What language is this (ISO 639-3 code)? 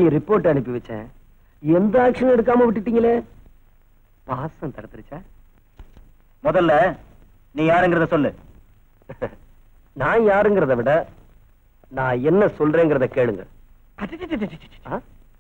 tam